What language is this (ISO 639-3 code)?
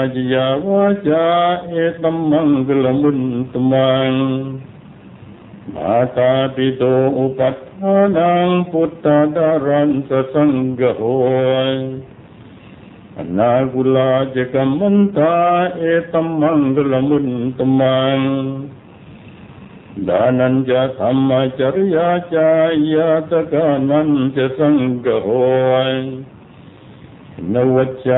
tha